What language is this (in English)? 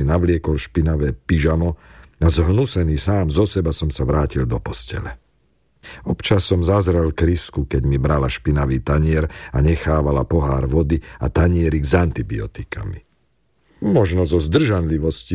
Slovak